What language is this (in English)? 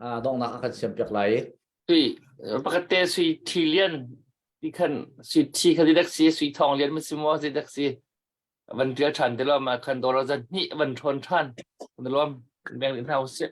Hakha Chin